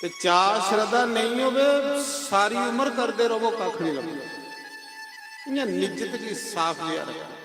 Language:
Dogri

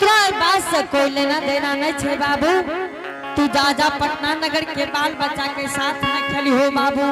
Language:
Angika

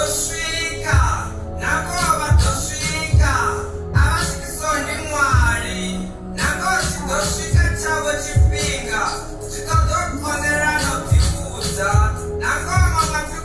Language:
Venda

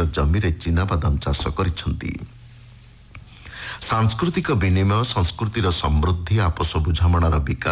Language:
Odia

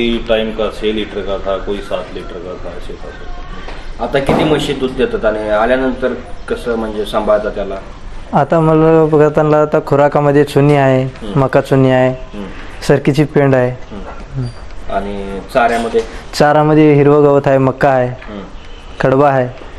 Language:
Marathi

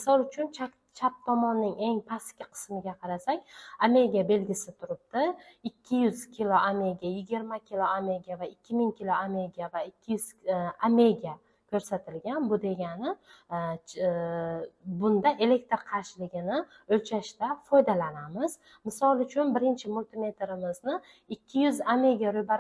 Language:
Uzbek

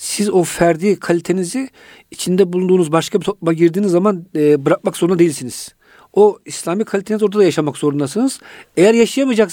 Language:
Turkish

